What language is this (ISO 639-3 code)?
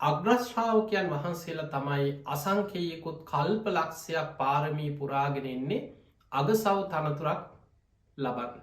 sin